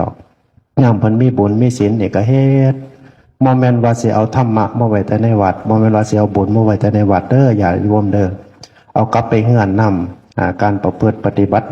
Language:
Northeastern Thai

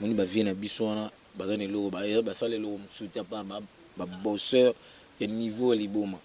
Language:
Lingala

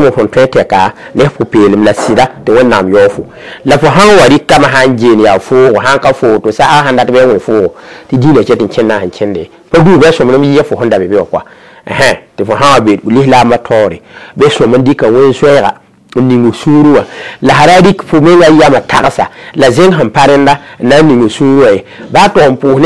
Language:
Mossi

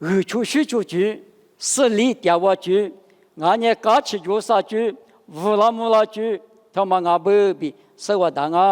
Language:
Lisu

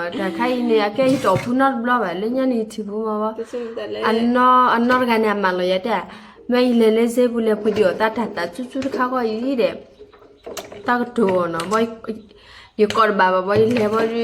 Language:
S'gaw Karen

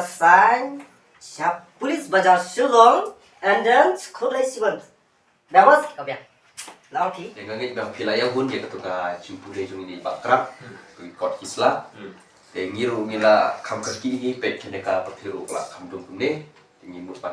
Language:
Khasi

